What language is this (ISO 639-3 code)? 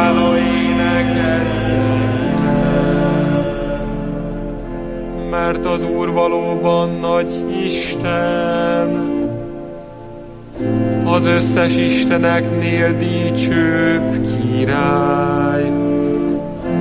hun